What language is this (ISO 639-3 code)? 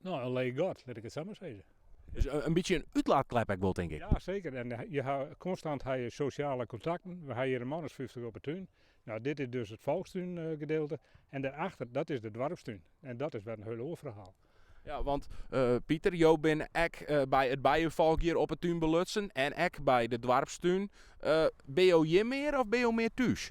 fry